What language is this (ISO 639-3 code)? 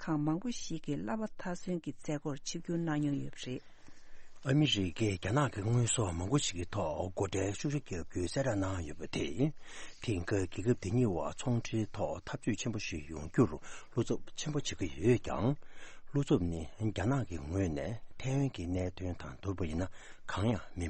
bod